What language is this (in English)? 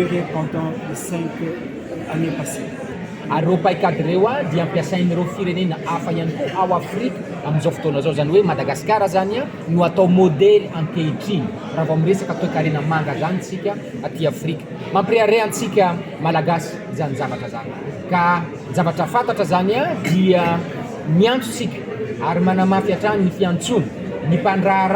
Malagasy